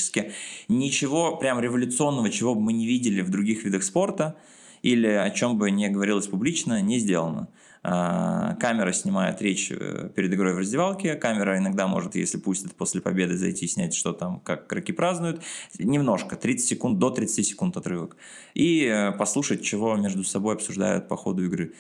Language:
Russian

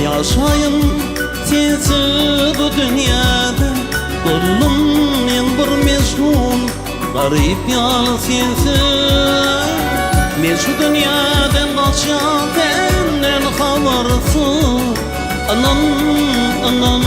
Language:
Turkmen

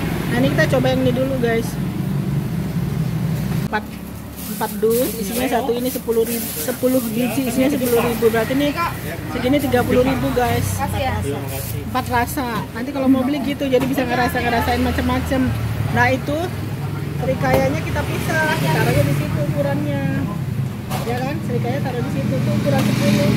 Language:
Indonesian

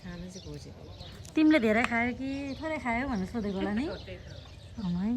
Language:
Nepali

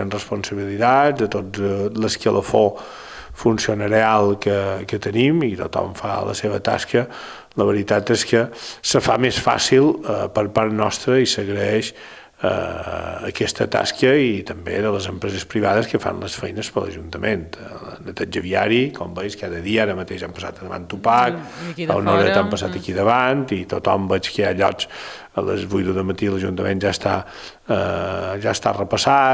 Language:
Catalan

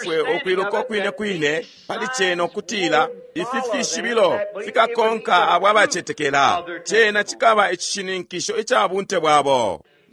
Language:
Bemba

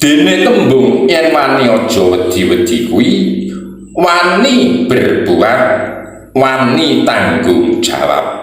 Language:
Javanese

